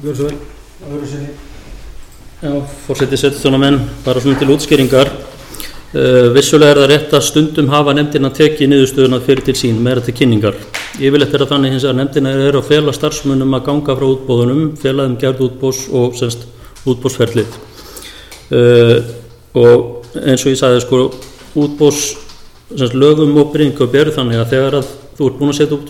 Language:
Icelandic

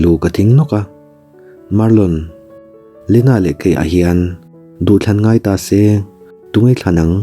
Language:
Mizo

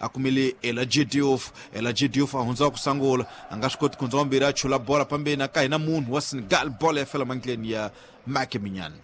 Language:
Tsonga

